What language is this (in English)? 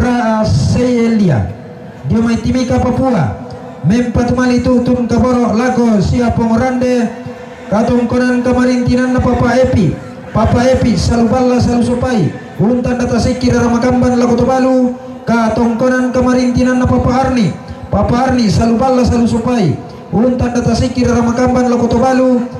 Toraja-Sa'dan